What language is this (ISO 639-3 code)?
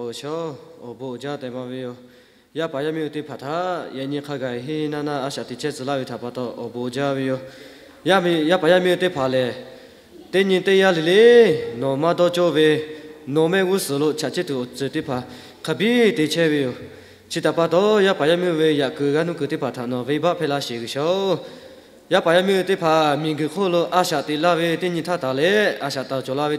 lhu